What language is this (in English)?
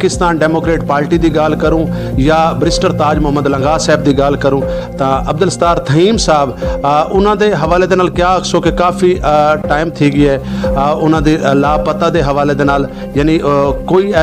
Saraiki